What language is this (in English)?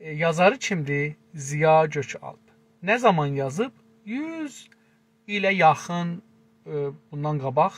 South Azerbaijani